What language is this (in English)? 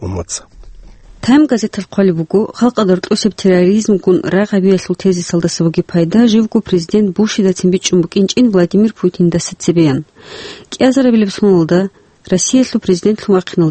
Avaric